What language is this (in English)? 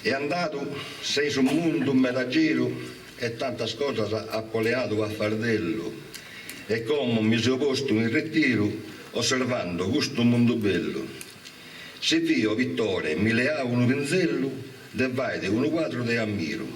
Sardinian